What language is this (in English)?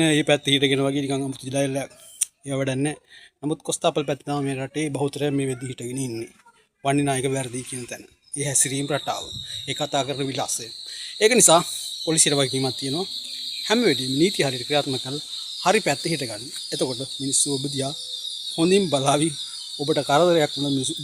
Sinhala